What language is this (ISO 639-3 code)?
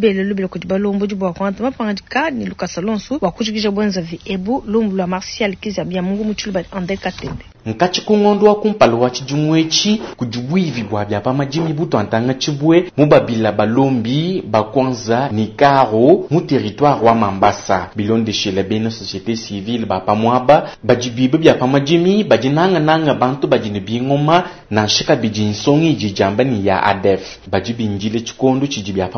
lua